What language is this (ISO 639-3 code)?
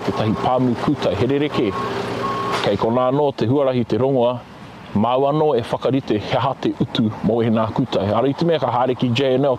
mri